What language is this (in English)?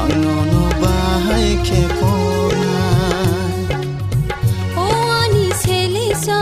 Kok Borok